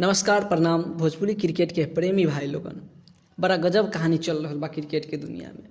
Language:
Bhojpuri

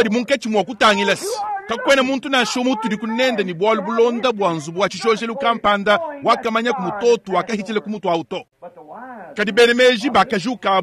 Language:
Luba-Lulua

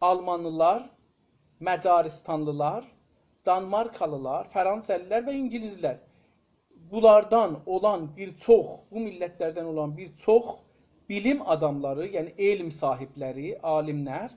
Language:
South Azerbaijani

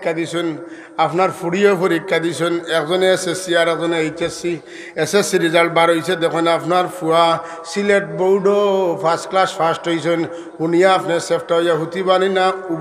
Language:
Sylheti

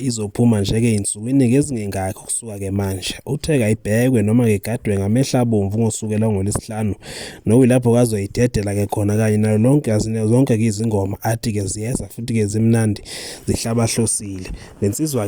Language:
Zulu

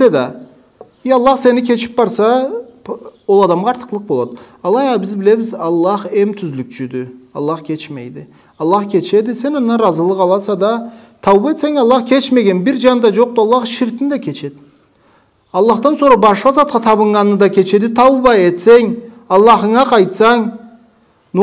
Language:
Karachay-Balkar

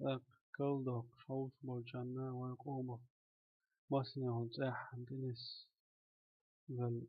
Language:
Chechen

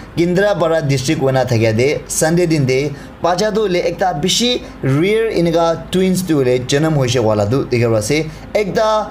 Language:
Naga Pidgin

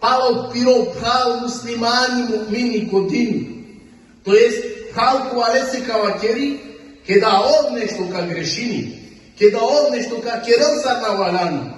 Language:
Balkan Romani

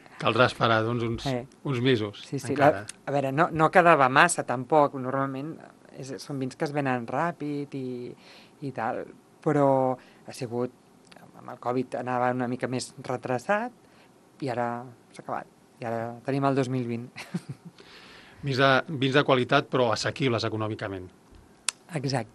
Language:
Catalan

